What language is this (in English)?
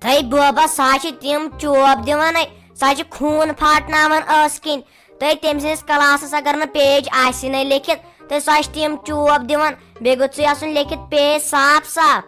Kashmiri